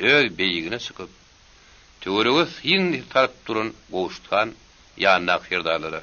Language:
Turkmen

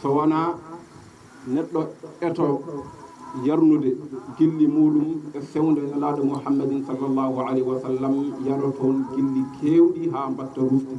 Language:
Fula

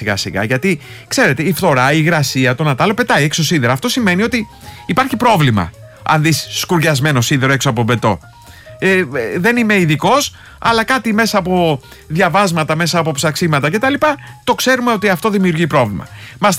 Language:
Greek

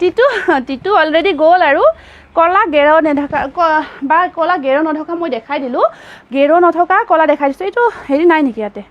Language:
Assamese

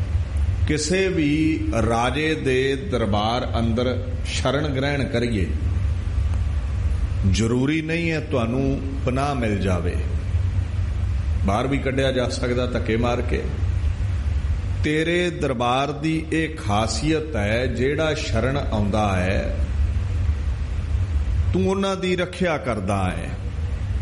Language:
Punjabi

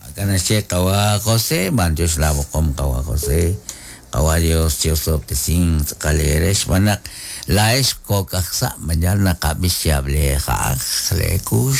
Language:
Kekchí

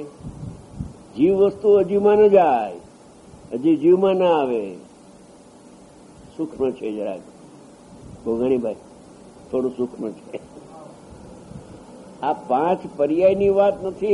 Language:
Gujarati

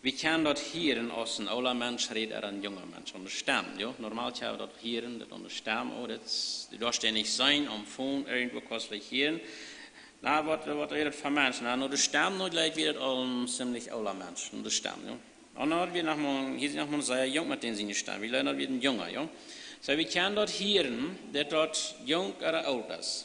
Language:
Plautdietsch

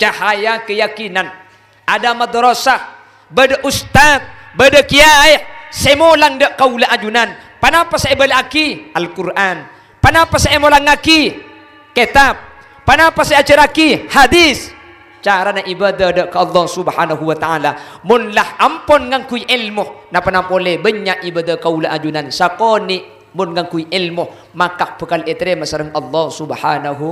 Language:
Madurese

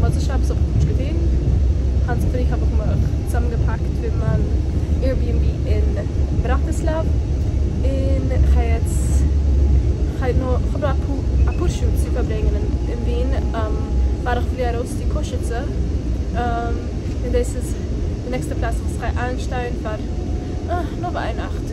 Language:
Yiddish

